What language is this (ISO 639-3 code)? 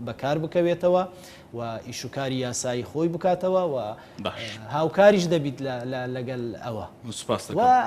ckb